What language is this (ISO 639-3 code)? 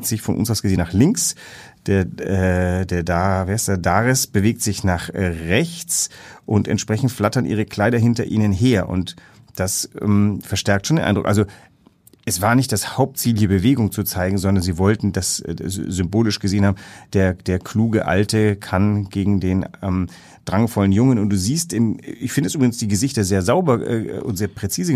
deu